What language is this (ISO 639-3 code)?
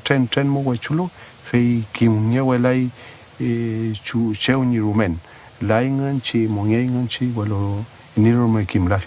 arn